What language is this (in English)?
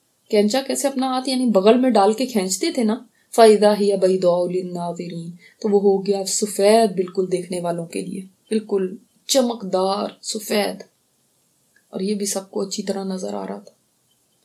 Urdu